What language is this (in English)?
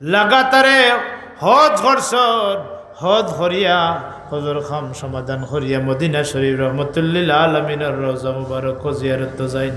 Sylheti